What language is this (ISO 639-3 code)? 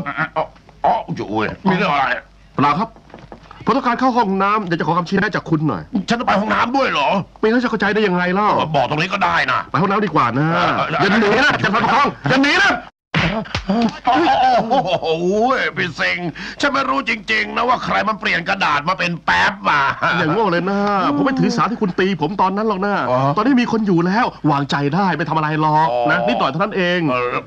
tha